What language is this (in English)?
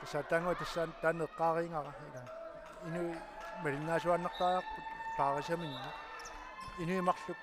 Kalaallisut